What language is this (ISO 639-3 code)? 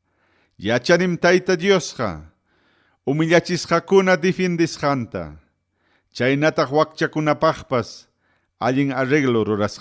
quy